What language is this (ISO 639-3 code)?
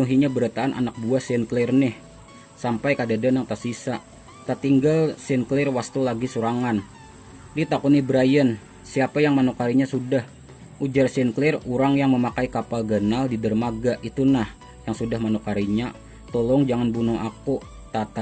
bjn